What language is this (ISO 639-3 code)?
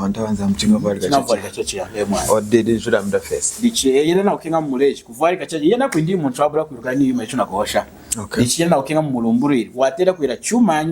lun